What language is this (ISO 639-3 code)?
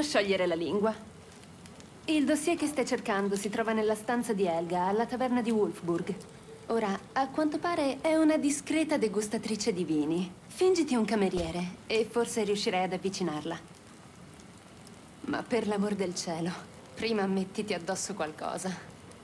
ita